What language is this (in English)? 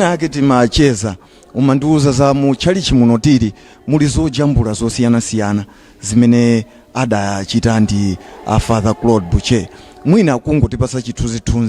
Nyanja